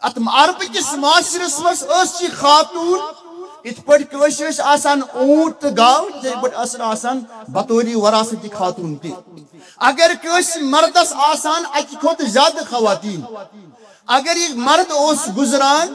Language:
Kashmiri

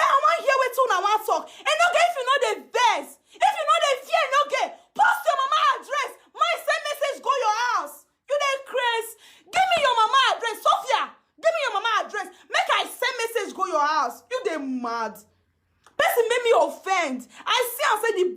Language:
Nigerian Pidgin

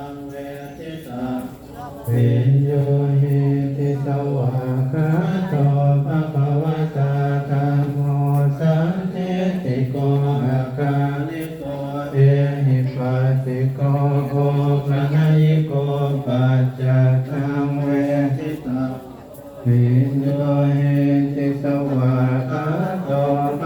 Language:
Pali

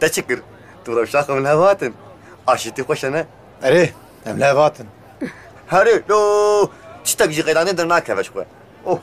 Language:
Kurdish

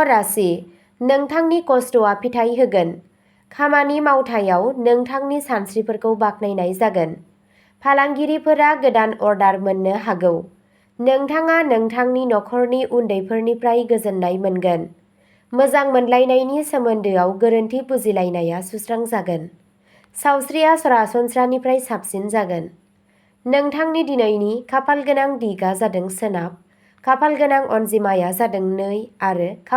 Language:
Bodo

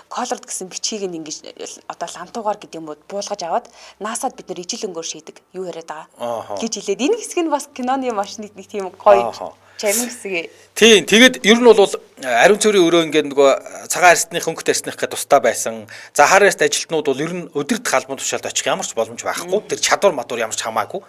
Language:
Mongolian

